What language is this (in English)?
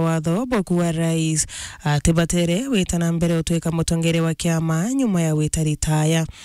Meru